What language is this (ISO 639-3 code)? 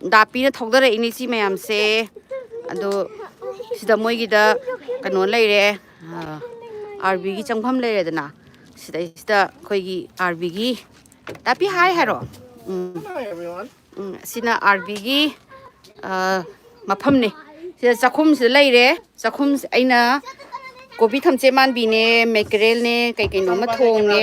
mni